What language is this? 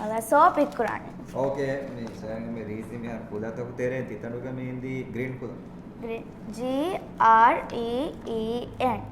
Divehi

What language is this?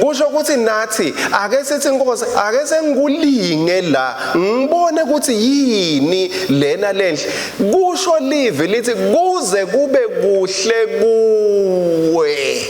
Swati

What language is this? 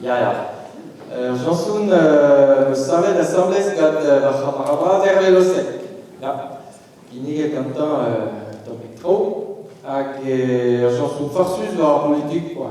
Breton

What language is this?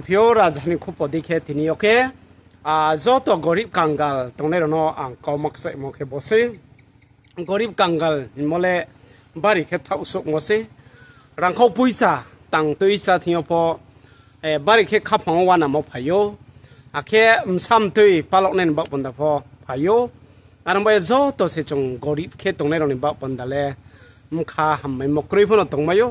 Riang (India)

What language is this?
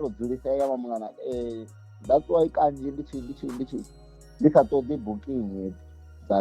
Venda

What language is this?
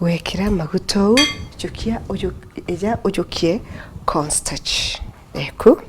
Meru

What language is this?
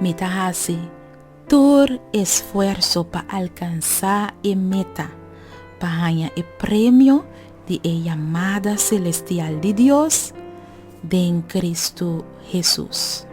Papiamento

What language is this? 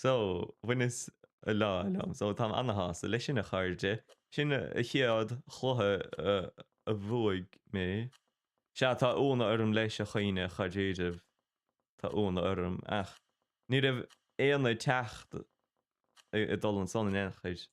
Irish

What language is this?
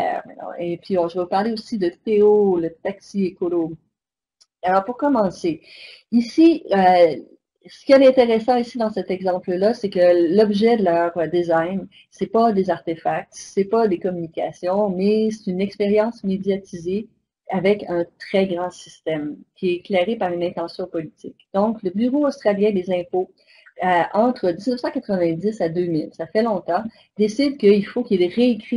French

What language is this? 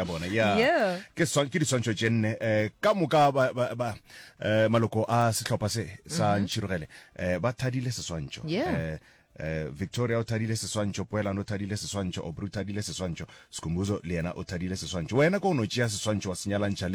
Northern Sotho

